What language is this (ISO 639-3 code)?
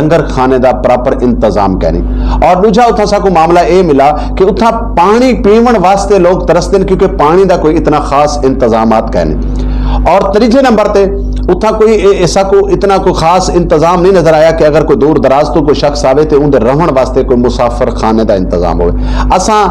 skr